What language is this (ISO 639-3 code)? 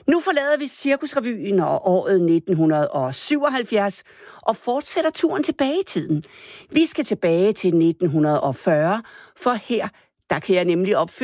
dan